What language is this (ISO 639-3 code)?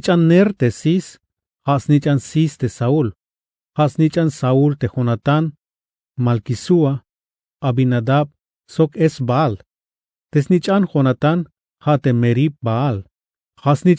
tzh